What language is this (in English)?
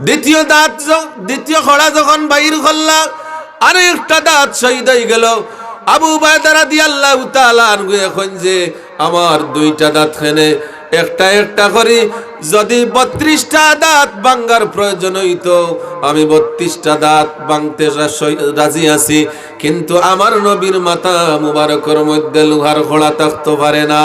Sylheti